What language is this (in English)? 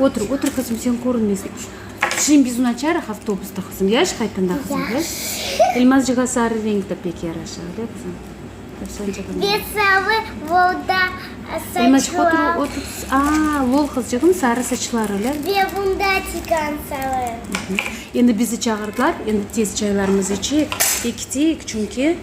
Crimean Tatar